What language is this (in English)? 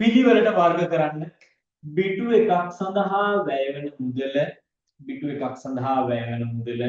Sinhala